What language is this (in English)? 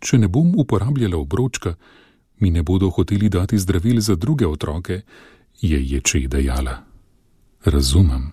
Slovenian